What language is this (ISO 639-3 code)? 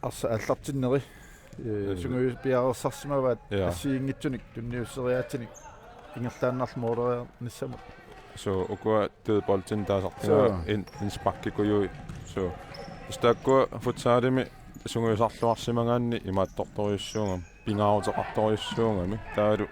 kal